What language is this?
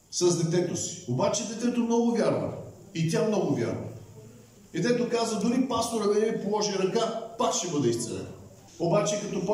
Bulgarian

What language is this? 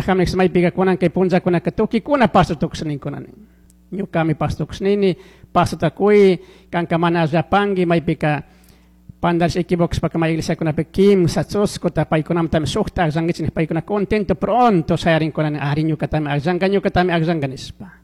Chimborazo Highland Quichua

